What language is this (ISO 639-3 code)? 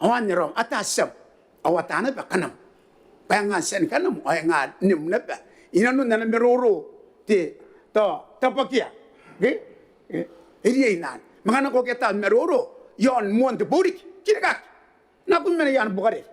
gil